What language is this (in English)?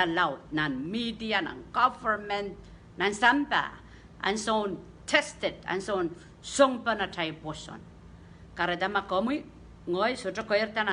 Pohnpeian